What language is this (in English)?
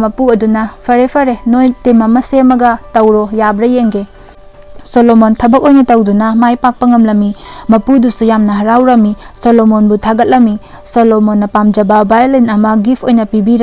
Manipuri